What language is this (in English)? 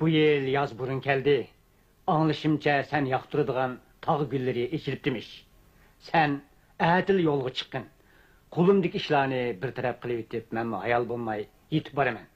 Uyghur